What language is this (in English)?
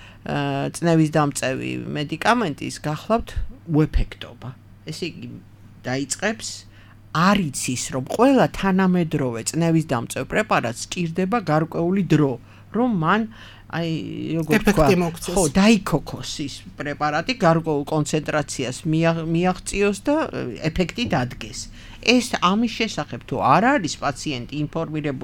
Georgian